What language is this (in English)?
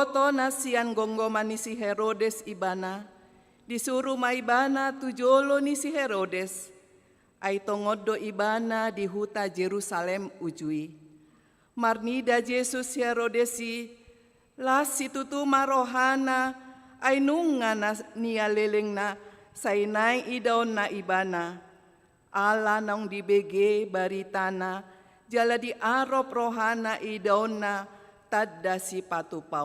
Batak Toba